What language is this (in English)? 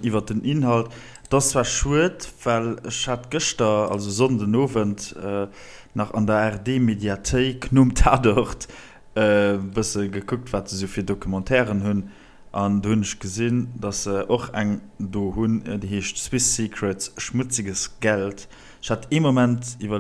Luxembourgish